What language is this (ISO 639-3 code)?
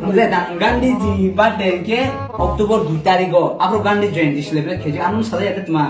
trp